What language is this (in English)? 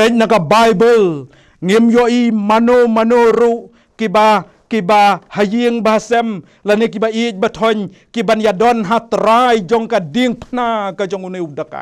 Khasi